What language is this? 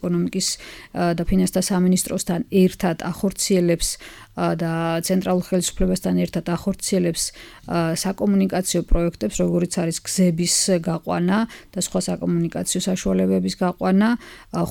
Georgian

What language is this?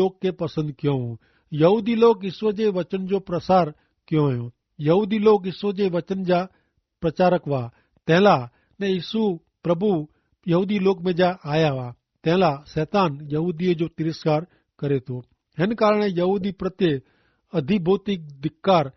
Kachhi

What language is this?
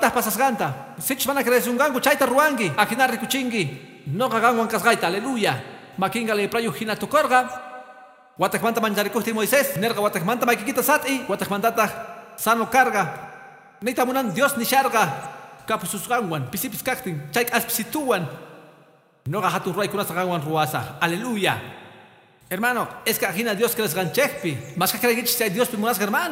Quechua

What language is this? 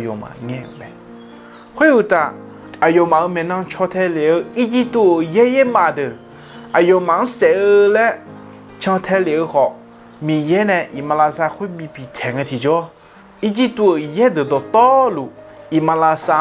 Akha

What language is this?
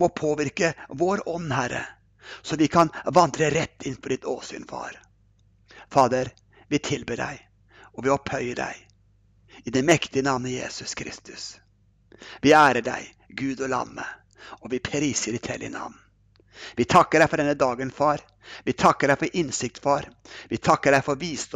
Norwegian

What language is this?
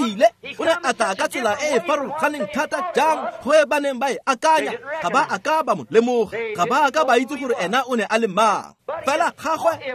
Tswana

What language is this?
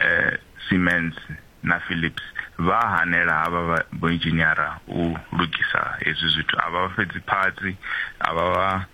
Venda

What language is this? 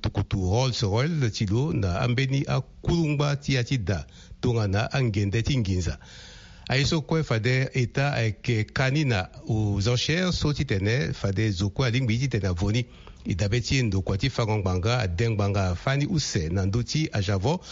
Sango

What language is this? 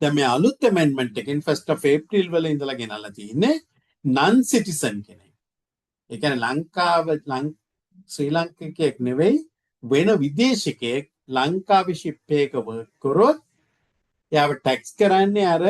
Sinhala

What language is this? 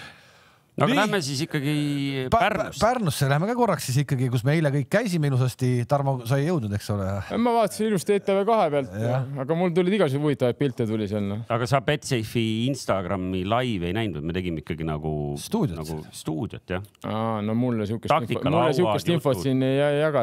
Estonian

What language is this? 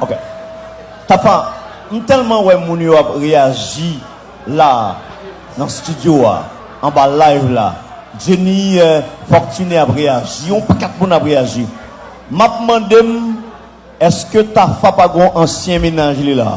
Haitian Creole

